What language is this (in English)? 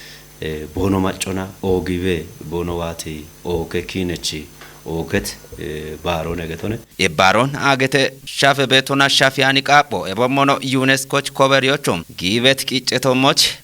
Kafa